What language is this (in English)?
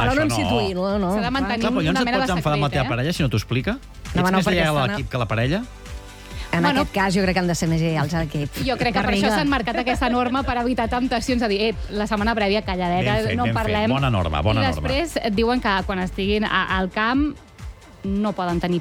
Catalan